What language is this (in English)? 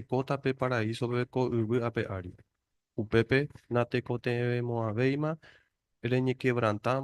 Guarani